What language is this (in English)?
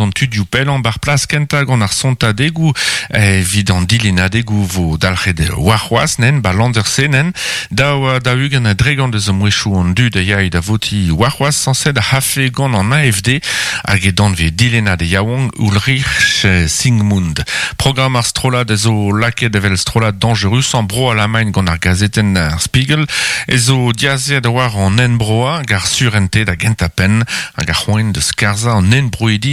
Breton